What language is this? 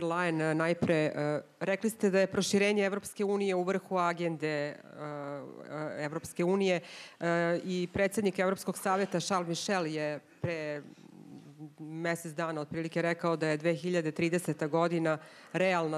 Serbian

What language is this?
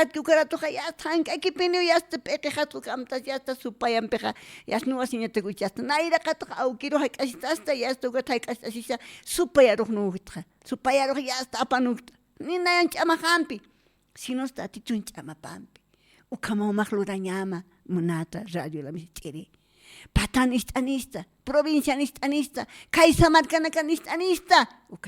Aymara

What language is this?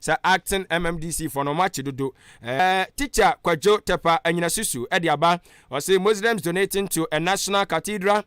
Akan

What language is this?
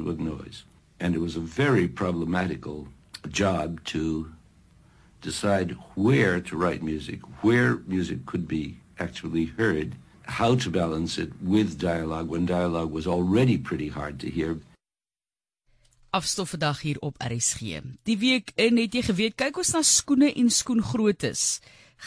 Afrikaans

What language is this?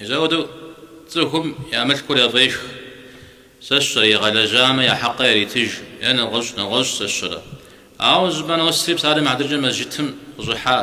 Kabardian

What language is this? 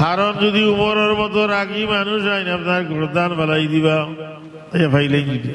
Sylheti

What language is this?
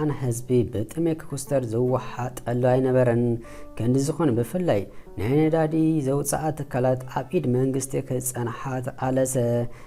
Tigrinya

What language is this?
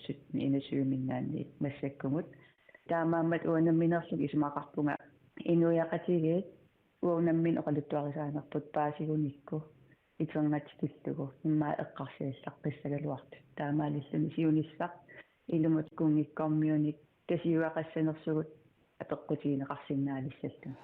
Kalaallisut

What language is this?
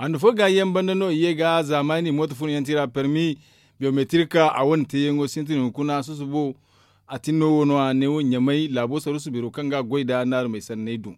Zarma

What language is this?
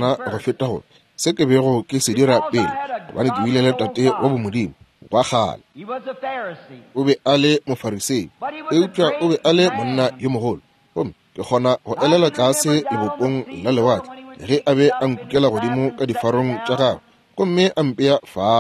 Northern Sotho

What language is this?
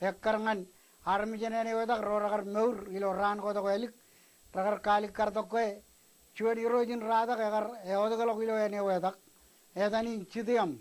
Marshallese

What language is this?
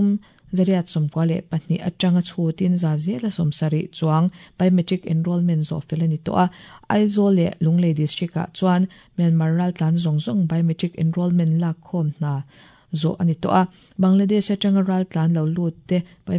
Mizo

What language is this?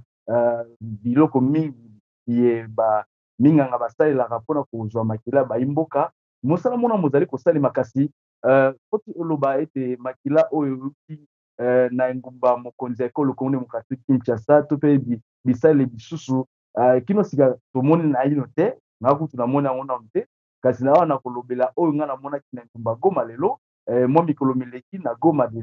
Lingala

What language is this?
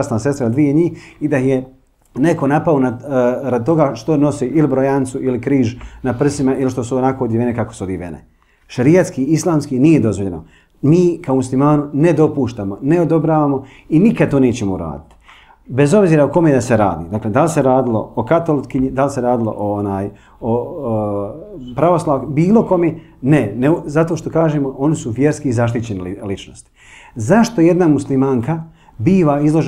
Bosnian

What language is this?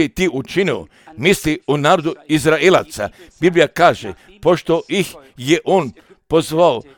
Croatian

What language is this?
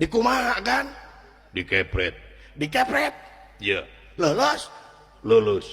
Sundanese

